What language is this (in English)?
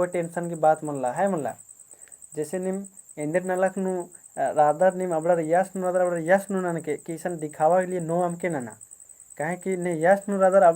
Kurukh